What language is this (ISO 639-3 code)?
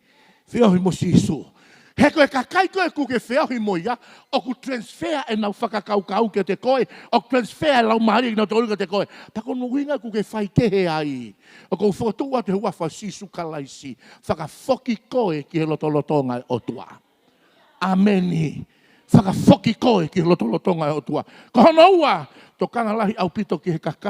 ton